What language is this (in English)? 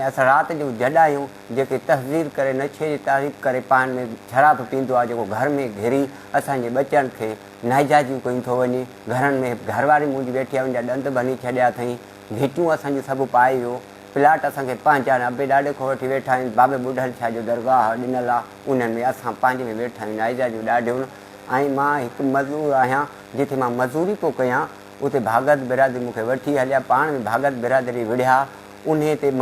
Sindhi